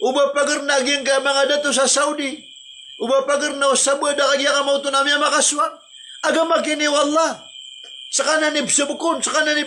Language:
Maranao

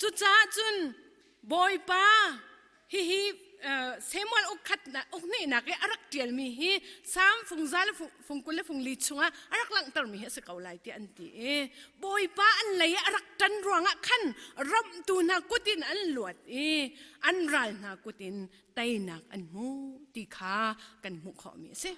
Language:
Hakha Chin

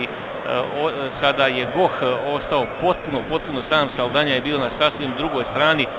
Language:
Serbian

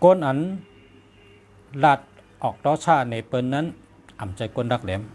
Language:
Shan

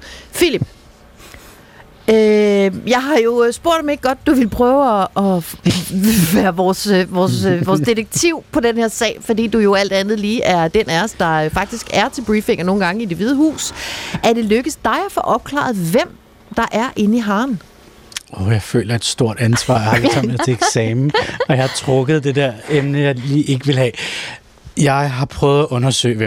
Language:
Danish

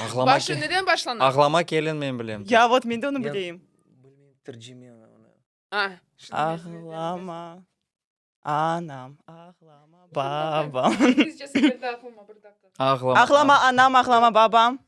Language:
Crimean Tatar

